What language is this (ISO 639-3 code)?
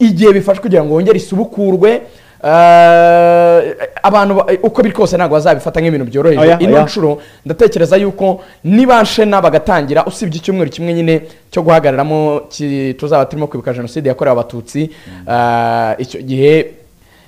kin